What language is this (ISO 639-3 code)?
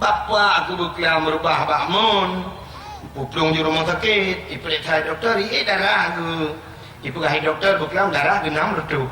ace